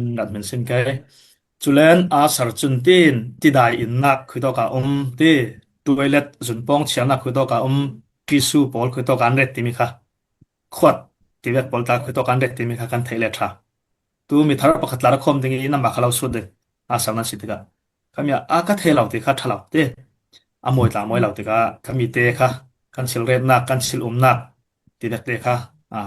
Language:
Falam Chin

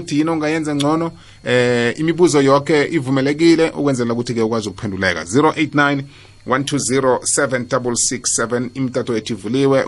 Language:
South Ndebele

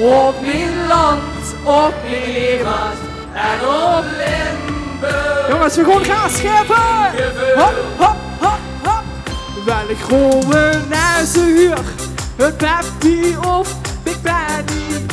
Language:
Limburgish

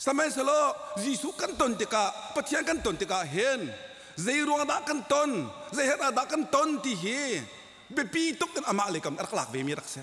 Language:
Hakha Chin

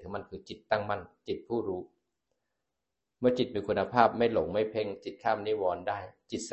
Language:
Thai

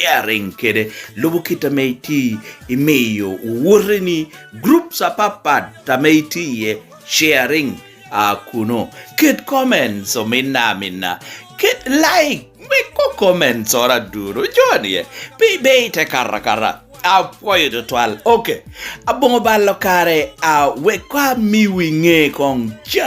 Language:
Lango (Uganda)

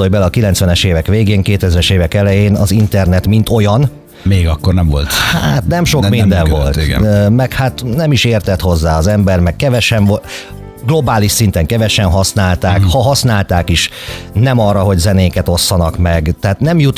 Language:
Hungarian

